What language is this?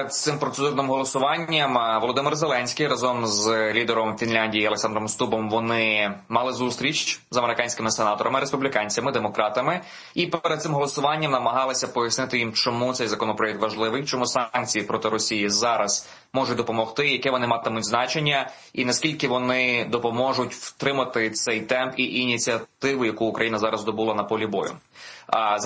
Ukrainian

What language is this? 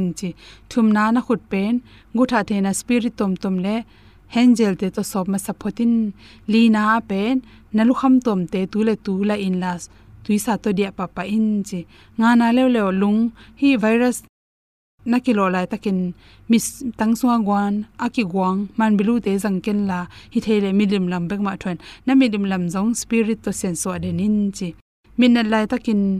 Tedim Chin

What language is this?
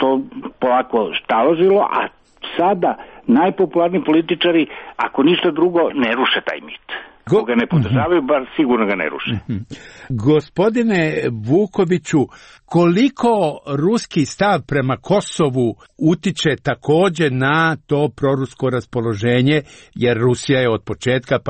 Serbian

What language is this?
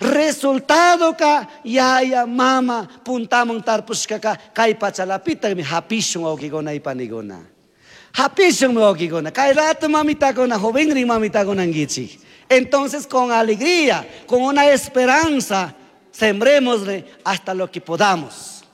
Chimborazo Highland Quichua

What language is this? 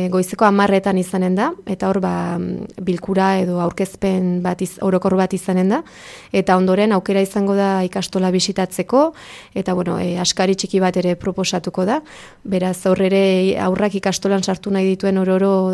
Basque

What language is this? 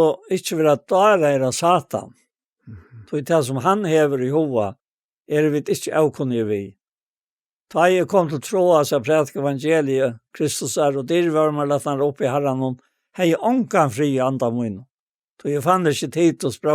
Faroese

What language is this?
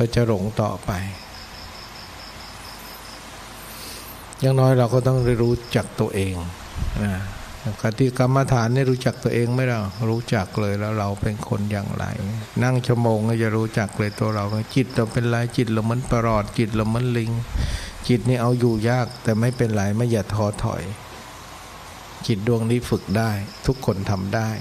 Thai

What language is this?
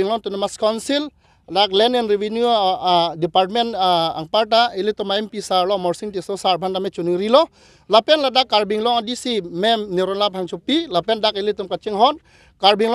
Karbi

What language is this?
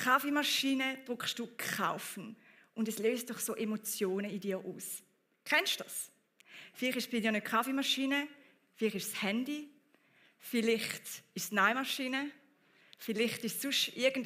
Swiss German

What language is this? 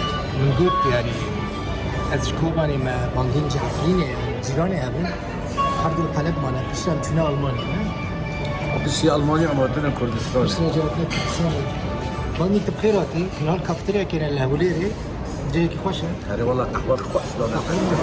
Kurdish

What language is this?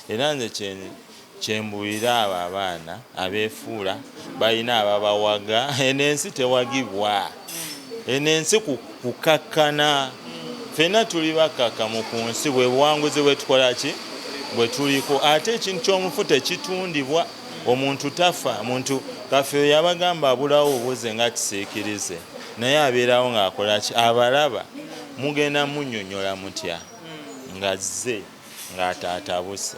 Ganda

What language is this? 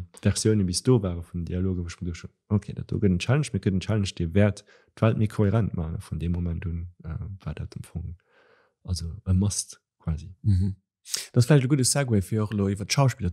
Luxembourgish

